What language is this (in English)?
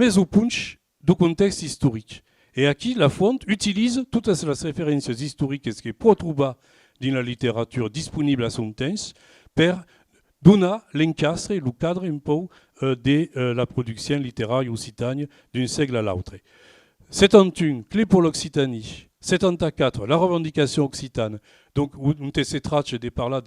Occitan